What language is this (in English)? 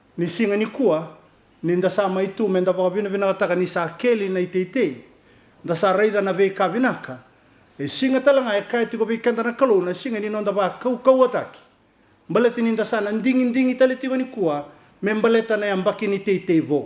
Fijian